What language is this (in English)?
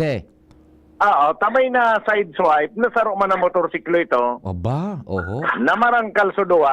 Bikol